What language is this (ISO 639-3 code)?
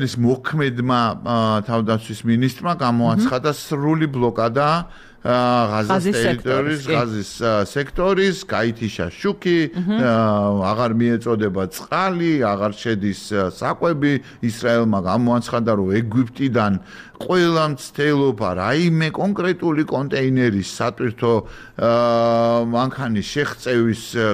kat